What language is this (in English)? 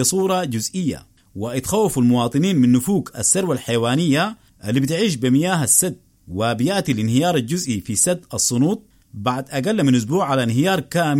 Sudanese Arabic